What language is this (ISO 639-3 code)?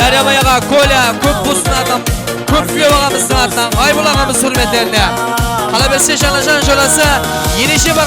kaa